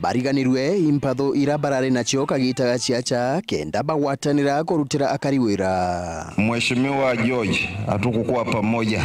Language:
Meru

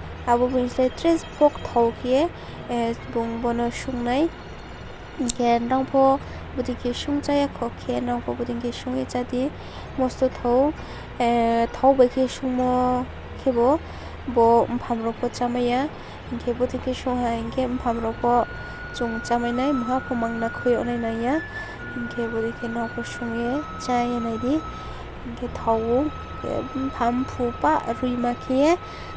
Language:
Riang (India)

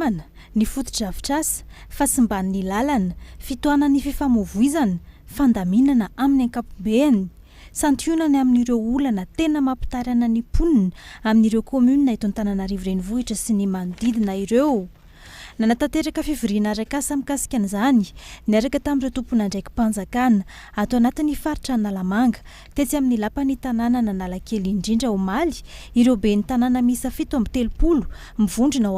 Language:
Malagasy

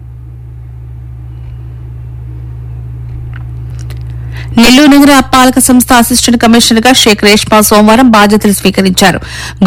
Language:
Telugu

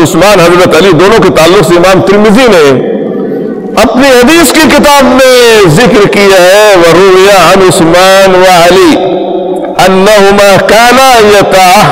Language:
Urdu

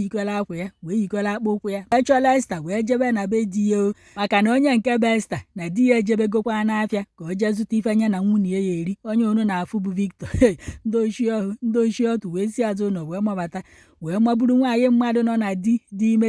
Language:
Igbo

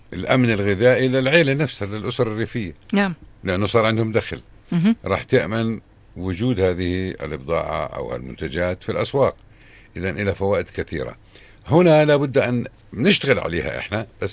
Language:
North Levantine Arabic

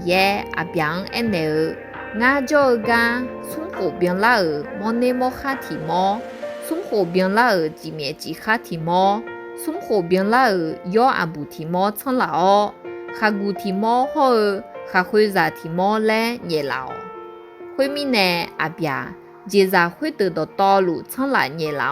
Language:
Akha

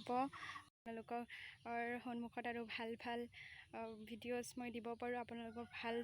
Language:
Assamese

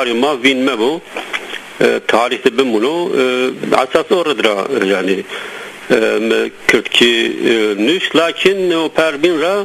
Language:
Zaza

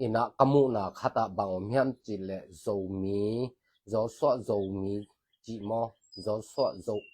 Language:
Tedim Chin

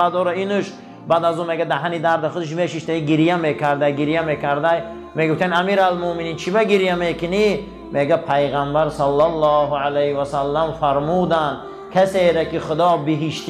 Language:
Tajik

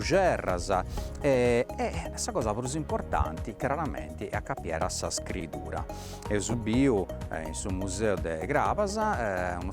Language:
Sardinian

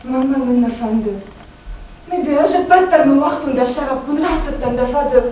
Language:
Ossetic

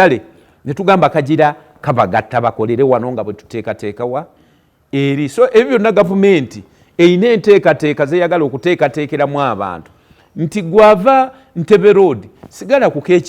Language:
Ganda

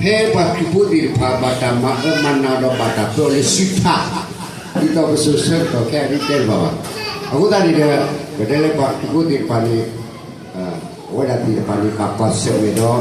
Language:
S'gaw Karen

